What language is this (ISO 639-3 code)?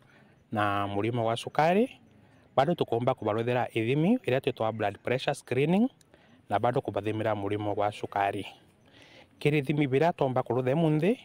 mer